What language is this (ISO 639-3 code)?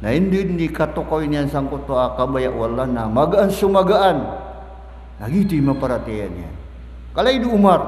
mrw